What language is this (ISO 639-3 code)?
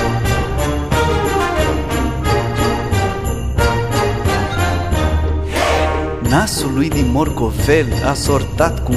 ron